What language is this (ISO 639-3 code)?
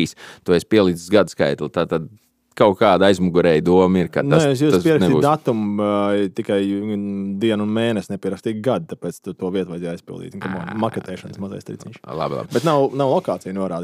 lav